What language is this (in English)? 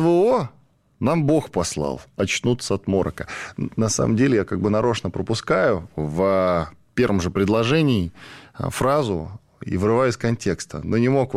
Russian